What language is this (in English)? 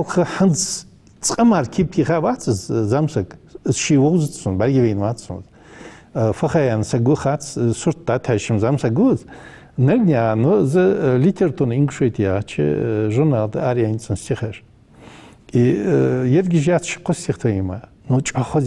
Ingush